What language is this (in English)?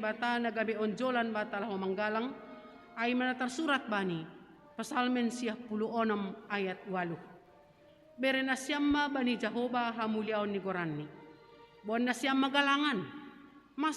Batak Simalungun